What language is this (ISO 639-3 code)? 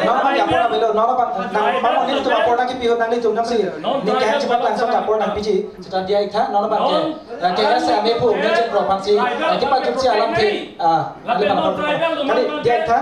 mjw